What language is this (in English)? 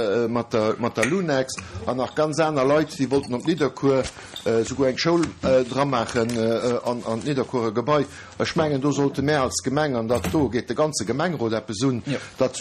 Luxembourgish